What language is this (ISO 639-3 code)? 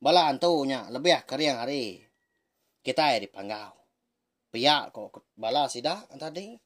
iba